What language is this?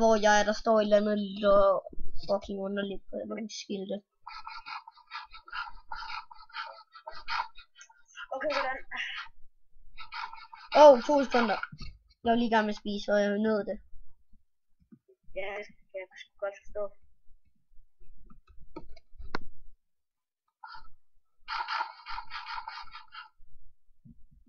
Danish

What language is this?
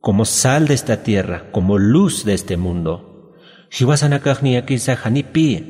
Aymara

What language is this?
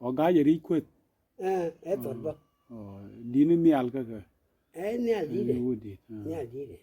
Nuer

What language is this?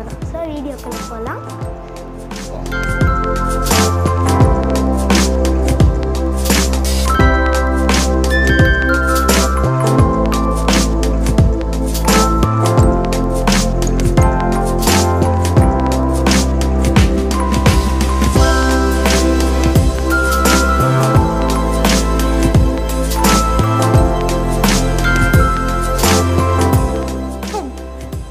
Tamil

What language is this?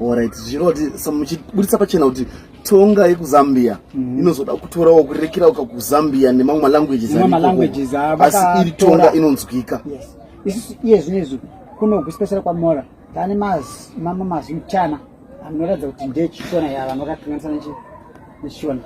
Shona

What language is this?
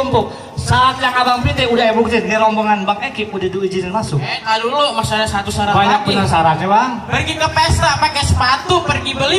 Betawi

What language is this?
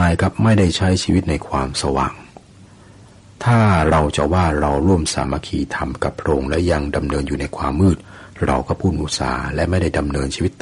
Thai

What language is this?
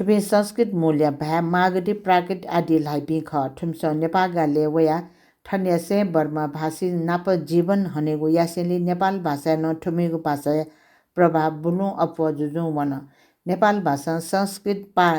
Newari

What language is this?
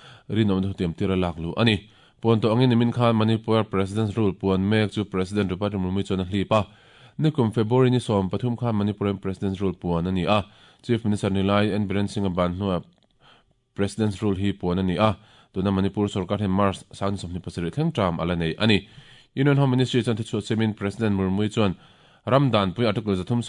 Mizo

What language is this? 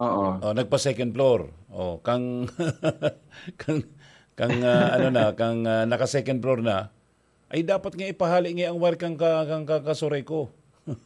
Bikol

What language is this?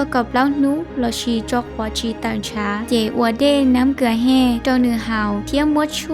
Hmong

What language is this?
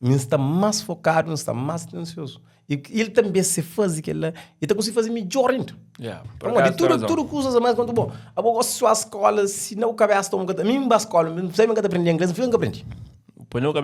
Kabuverdianu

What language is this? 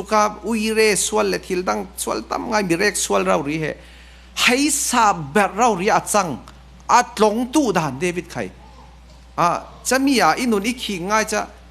Falam Chin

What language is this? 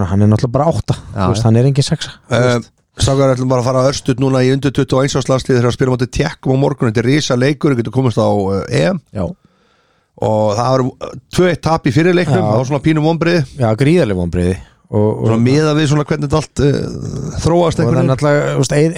Icelandic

